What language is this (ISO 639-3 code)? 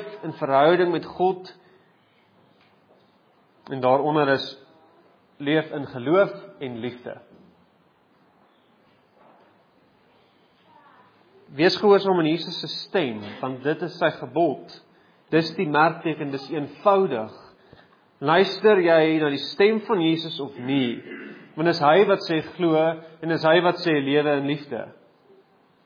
afr